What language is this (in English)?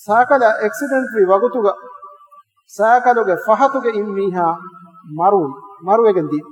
Divehi